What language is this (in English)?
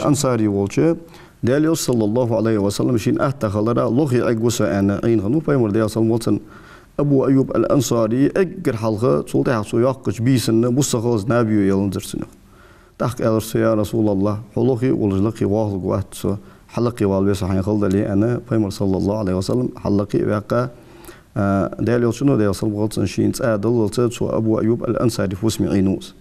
Ingush